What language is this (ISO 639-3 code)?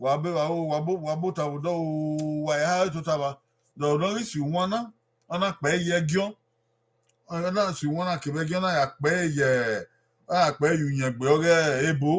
bin